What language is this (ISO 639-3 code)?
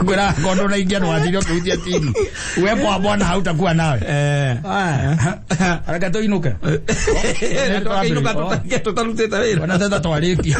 kik